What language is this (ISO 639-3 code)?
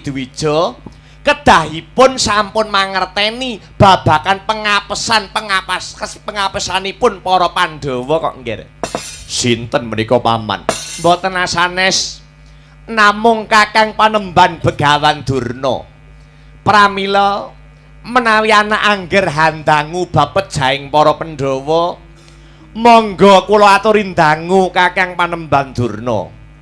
jav